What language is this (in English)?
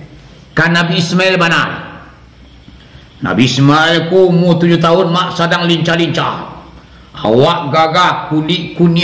Minangkabau